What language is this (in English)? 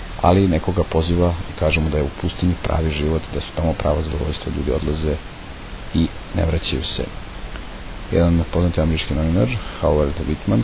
Serbian